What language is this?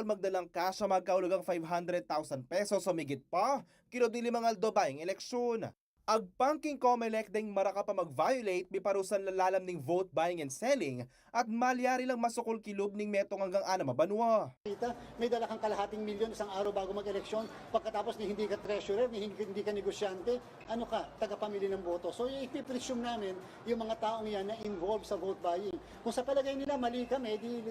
Pampanga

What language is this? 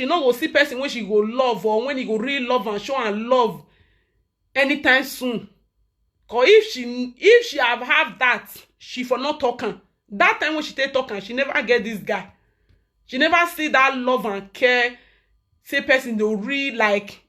Nigerian Pidgin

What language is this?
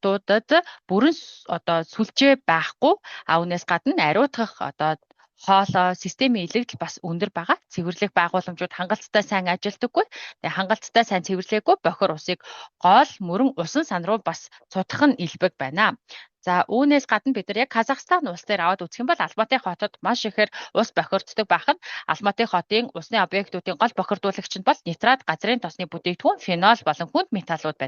Mongolian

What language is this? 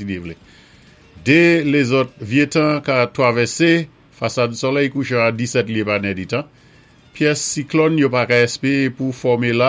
Saint Lucian Creole French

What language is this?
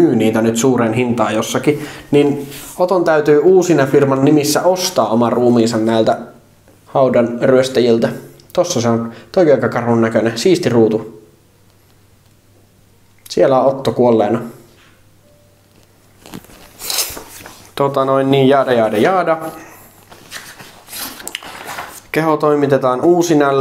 Finnish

